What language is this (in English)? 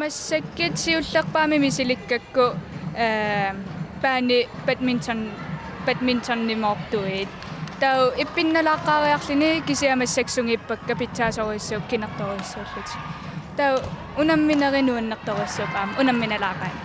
Kalaallisut